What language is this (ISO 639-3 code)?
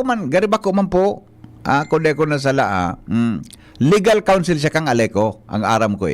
bik